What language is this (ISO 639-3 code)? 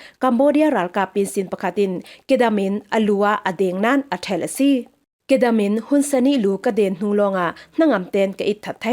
cfm